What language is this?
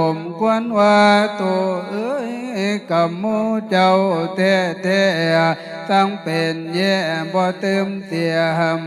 Lao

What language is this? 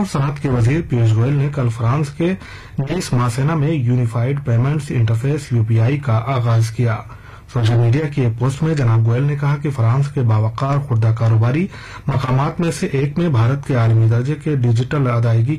Urdu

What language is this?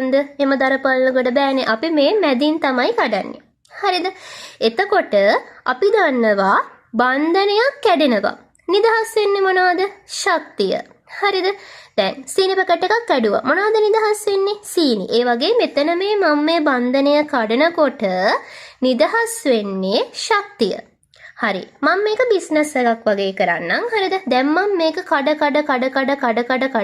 Sinhala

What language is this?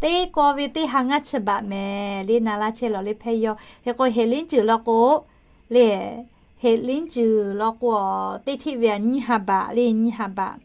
Lahu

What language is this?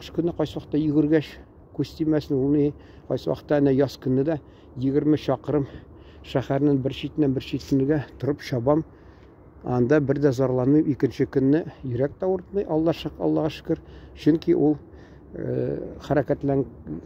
Tatar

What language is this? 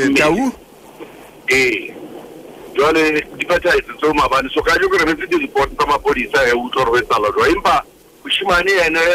Southern Sotho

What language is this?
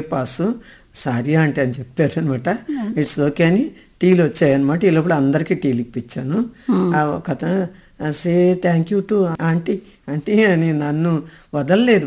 Telugu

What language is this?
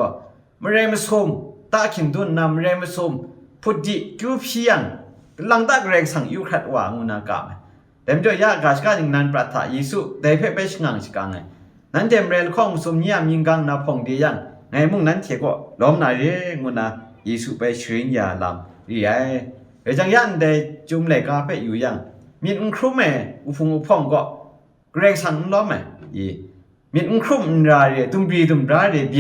Kachin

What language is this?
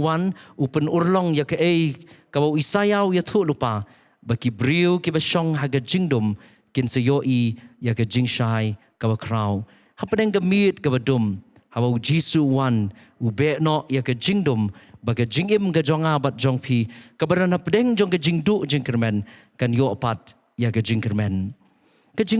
Khasi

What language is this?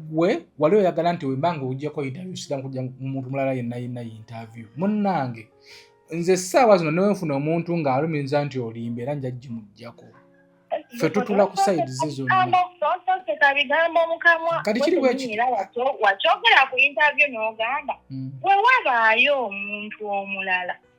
Ganda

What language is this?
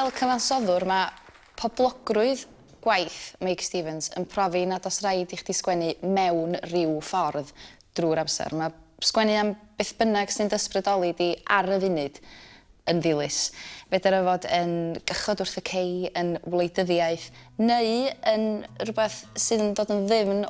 Welsh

